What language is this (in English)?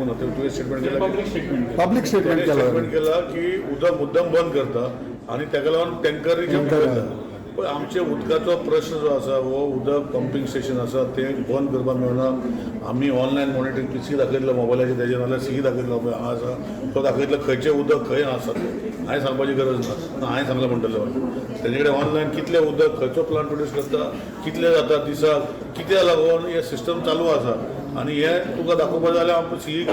Konkani